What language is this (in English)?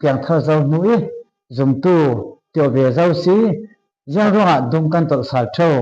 Falam Chin